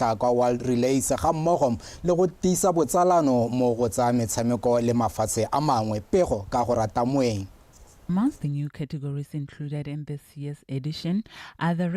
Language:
Tswana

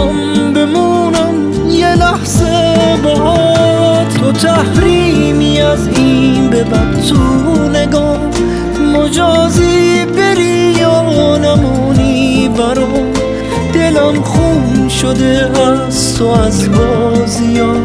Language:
Persian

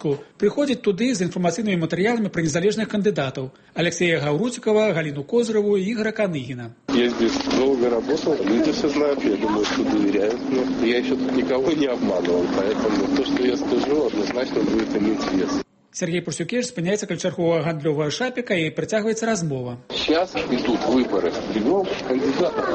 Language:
Belarusian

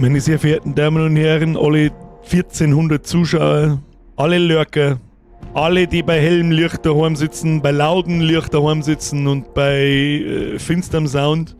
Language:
Bavarian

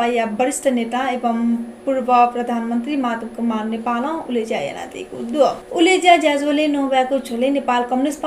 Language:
Newari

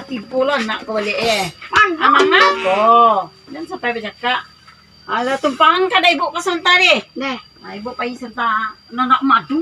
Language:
Minangkabau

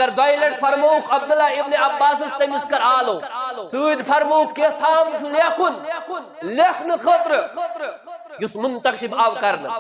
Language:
Kashmiri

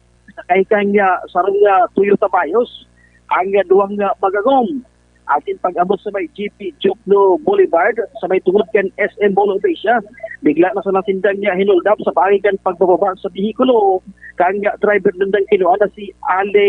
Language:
Bikol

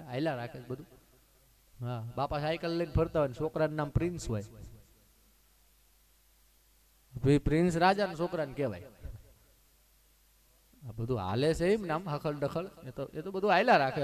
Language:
Gujarati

